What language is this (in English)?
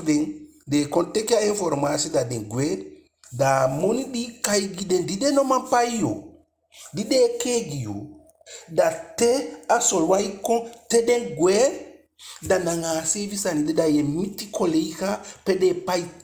Eastern Maroon Creole